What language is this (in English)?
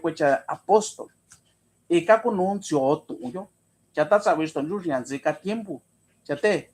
Mixtepec Mixtec